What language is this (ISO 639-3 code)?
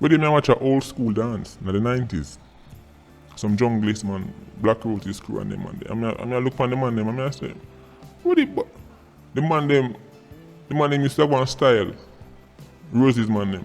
jam